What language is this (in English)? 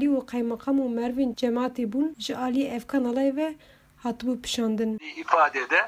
Kurdish